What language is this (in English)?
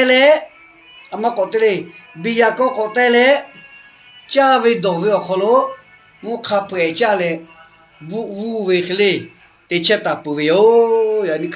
Lahu